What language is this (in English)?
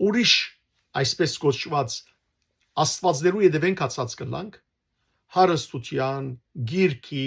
Western Armenian